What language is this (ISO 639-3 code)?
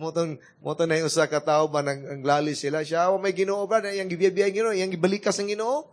ceb